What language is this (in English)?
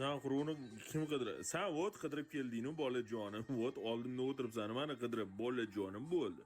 Uzbek